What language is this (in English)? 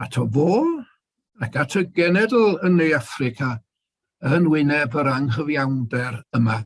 Welsh